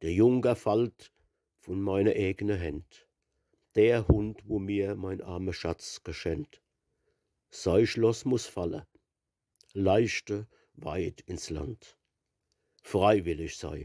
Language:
Palatine German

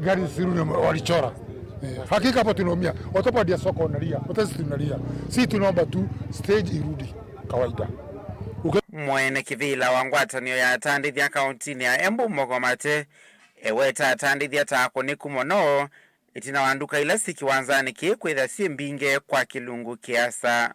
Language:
Kamba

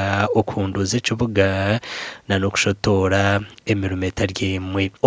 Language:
Nyankole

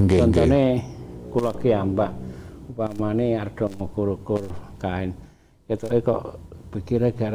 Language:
Javanese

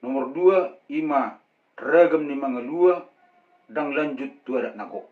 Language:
Batak Toba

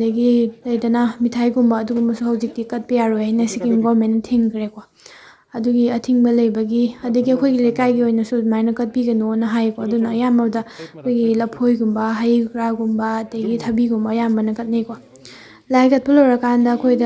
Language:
Manipuri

